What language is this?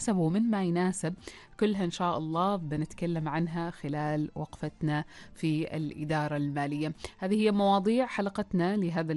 Arabic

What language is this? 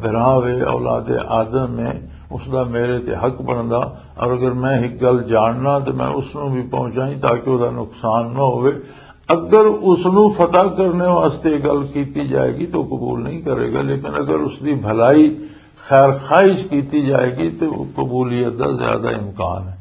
Western Panjabi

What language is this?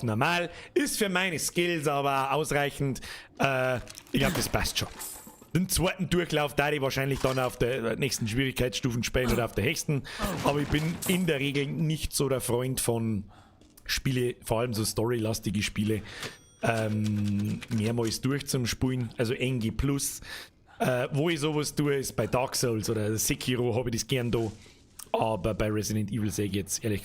Bavarian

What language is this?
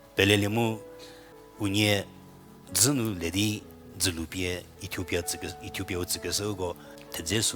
Angami Naga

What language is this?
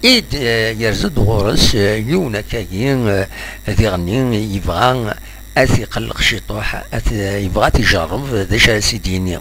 Kabyle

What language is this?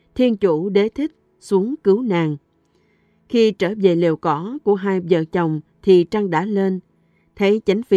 Vietnamese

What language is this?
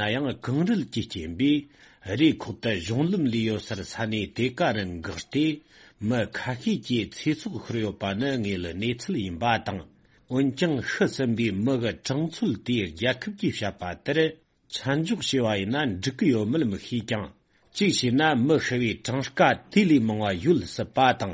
Tibetan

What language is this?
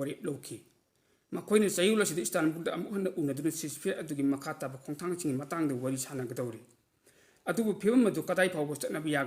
Manipuri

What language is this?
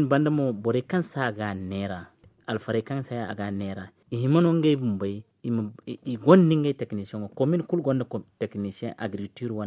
Zarma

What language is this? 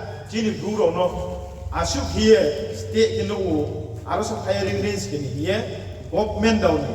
Riang (India)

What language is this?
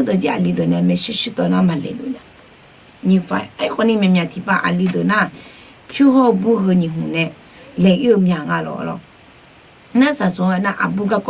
Akha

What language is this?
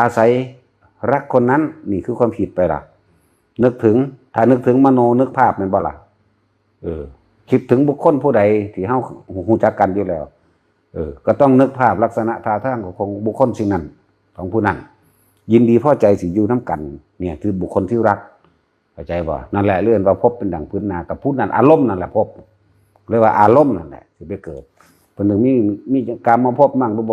Northeastern Thai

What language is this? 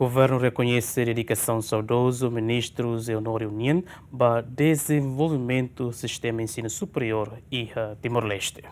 Tetum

